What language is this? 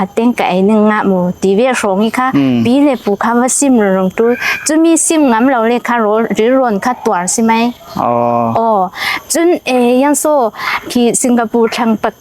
Falam Chin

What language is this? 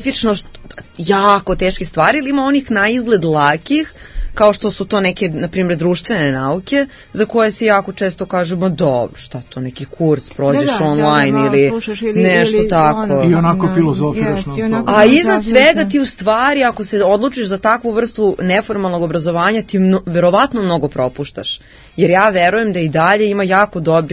Serbian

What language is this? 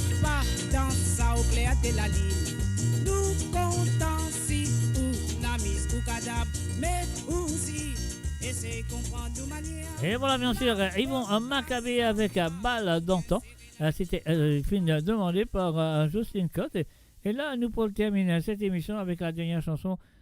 Morisyen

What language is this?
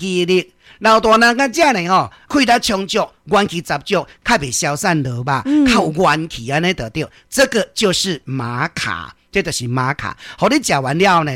Min Nan Chinese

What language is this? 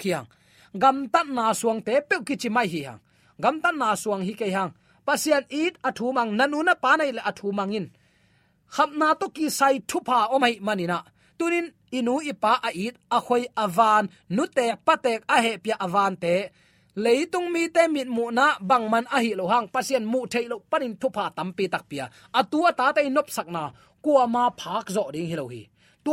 Tedim Chin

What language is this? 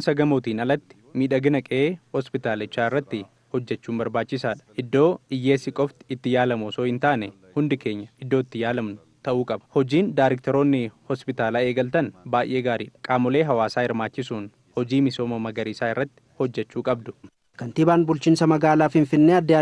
Oromo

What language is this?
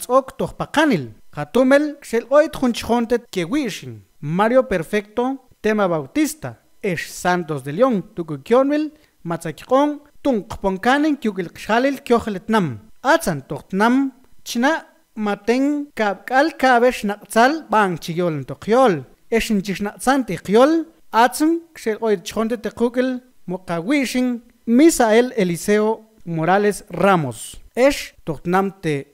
Mam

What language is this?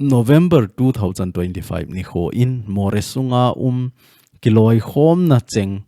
Thado Chin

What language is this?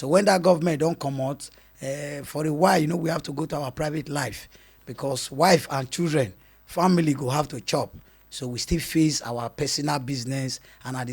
Nigerian Pidgin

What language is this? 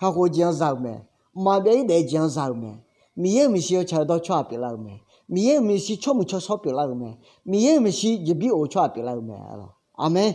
Akha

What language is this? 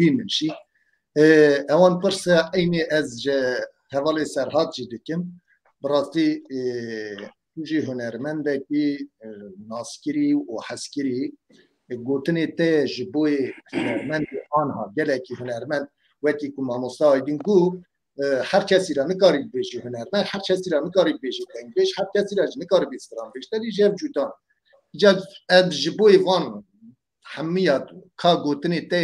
Kurdish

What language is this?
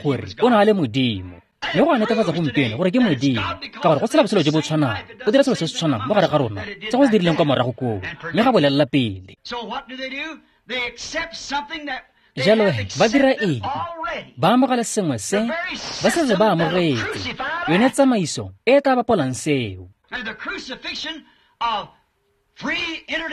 Tswana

